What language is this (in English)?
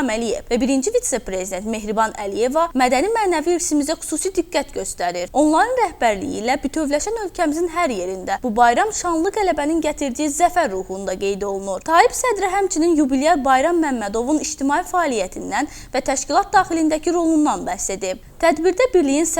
Azerbaijani